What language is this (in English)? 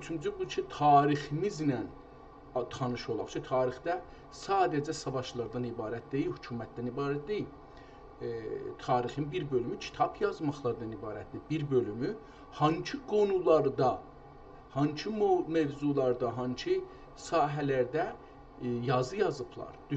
South Azerbaijani